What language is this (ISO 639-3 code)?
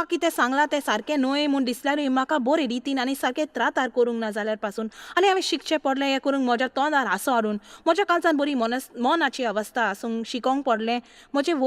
kok